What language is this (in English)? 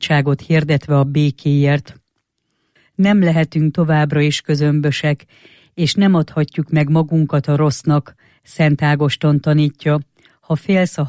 Hungarian